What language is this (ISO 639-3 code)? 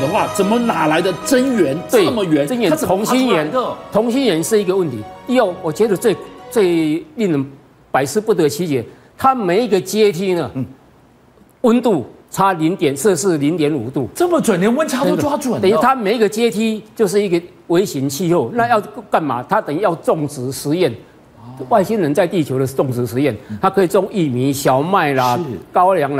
zho